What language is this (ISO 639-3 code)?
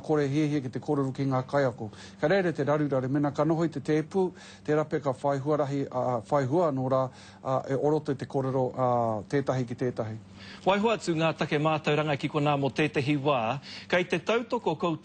mri